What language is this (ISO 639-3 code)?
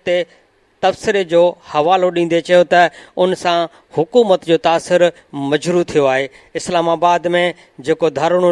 snd